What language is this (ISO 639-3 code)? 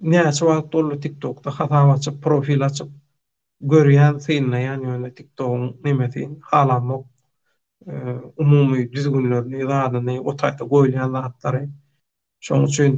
tuk